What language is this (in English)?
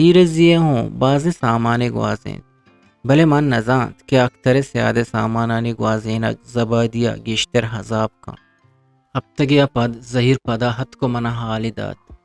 Eastern Balochi